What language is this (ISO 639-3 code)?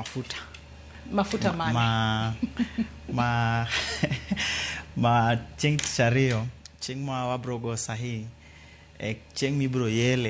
luo